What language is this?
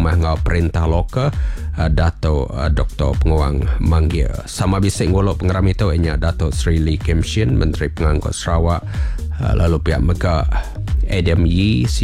Iban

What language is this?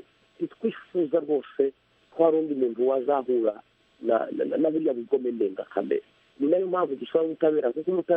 Kinyarwanda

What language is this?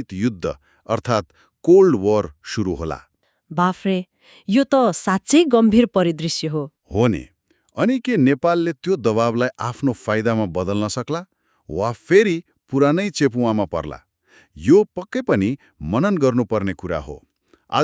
Nepali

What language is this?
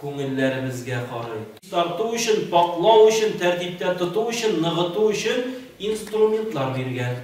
Tatar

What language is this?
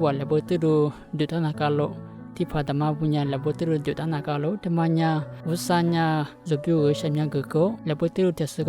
Lisu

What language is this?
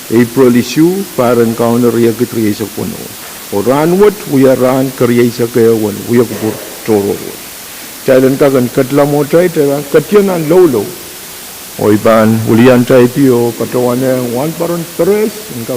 Pohnpeian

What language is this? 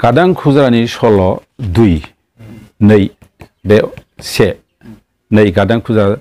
Bodo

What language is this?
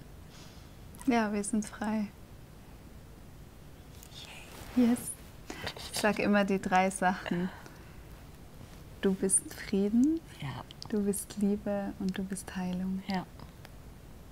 German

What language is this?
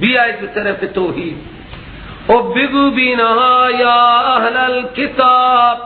Persian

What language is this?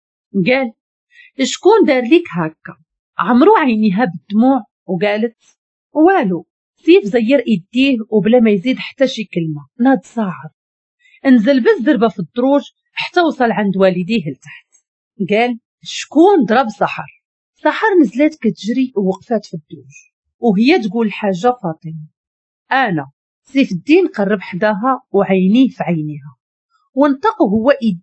Moroccan Arabic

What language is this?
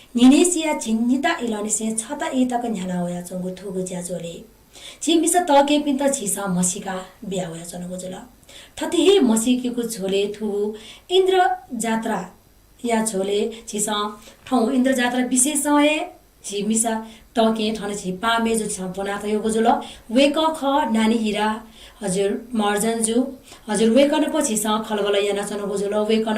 Newari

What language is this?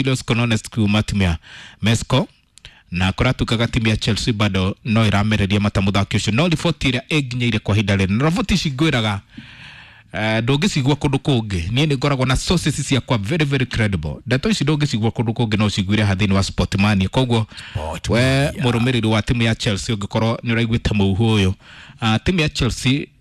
Kikuyu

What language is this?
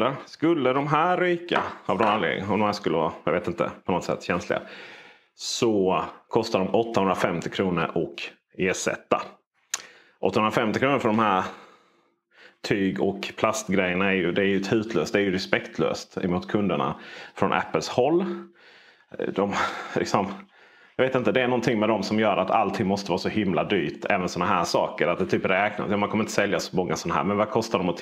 Swedish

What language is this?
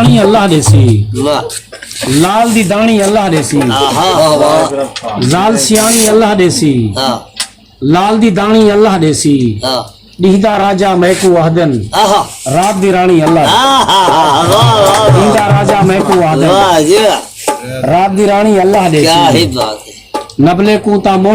Saraiki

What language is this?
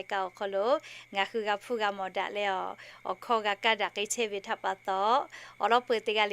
Lahu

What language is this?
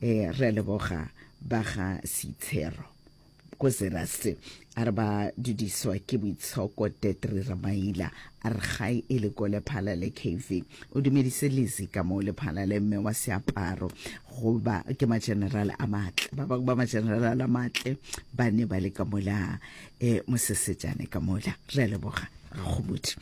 Northern Sotho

